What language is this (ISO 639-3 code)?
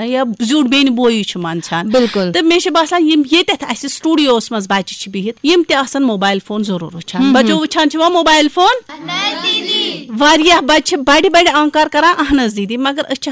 kas